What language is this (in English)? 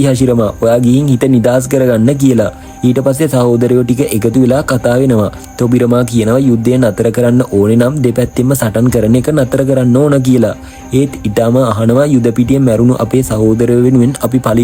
Sinhala